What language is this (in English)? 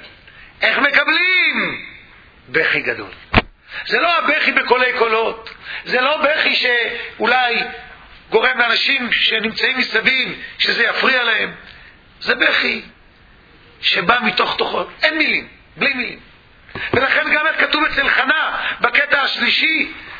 Hebrew